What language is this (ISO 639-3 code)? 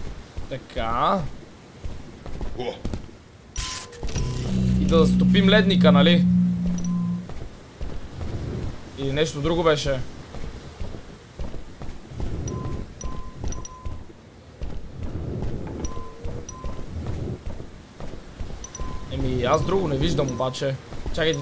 bul